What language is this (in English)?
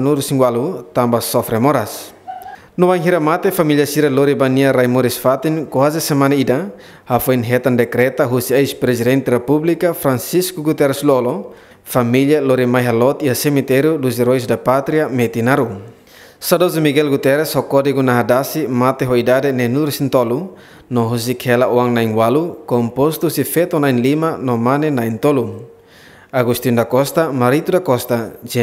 Tetum